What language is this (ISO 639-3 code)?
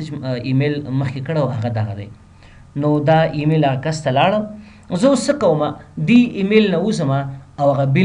pus